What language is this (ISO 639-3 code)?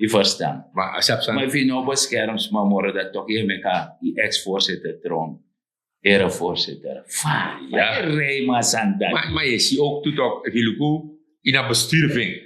srn